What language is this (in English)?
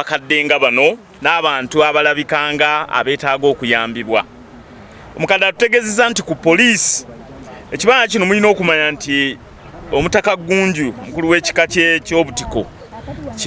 Ganda